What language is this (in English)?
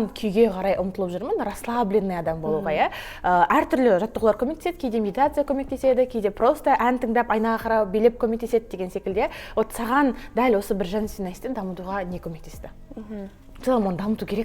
Kazakh